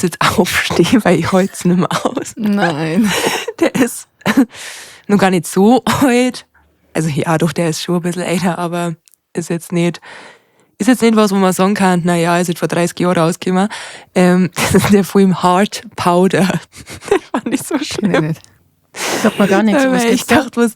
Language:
Bavarian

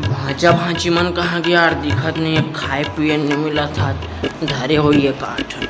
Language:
Chhattisgarhi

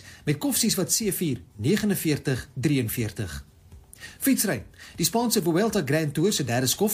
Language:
Afrikaans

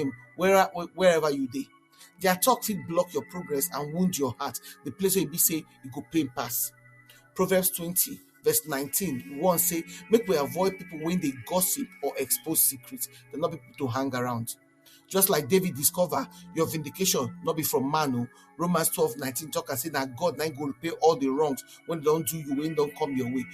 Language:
Nigerian Pidgin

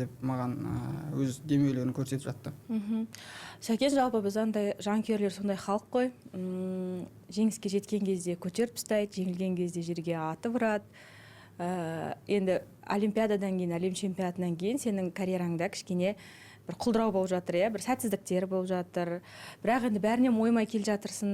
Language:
Kazakh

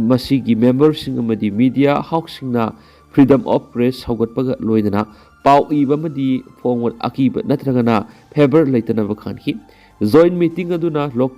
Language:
Manipuri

